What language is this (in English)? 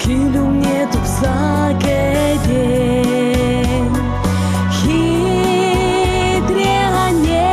Chuvash